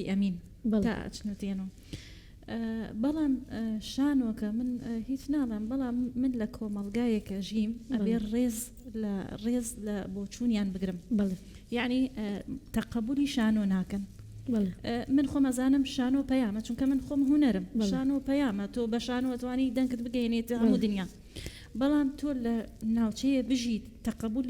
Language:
Central Kurdish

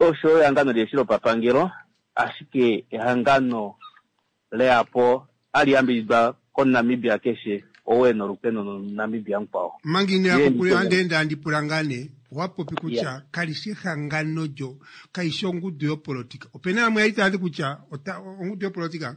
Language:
Kuanyama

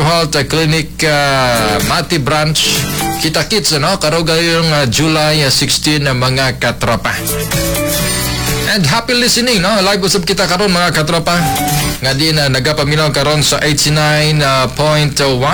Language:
Cebuano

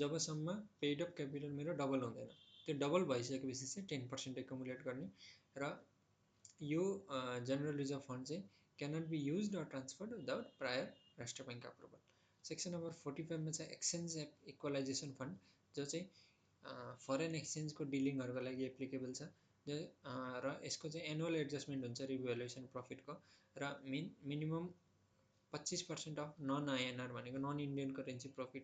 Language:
Nepali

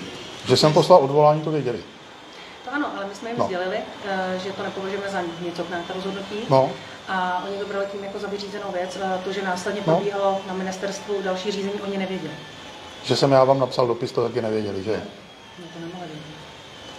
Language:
Czech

